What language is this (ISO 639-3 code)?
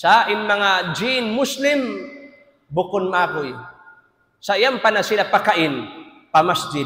tsg